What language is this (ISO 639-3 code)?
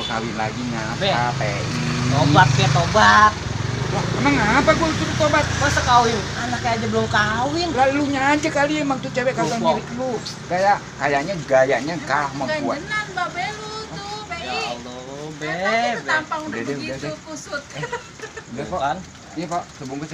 bew